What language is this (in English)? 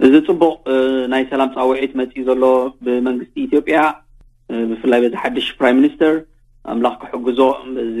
Tigrinya